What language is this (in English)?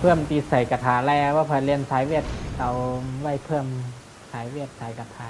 Shan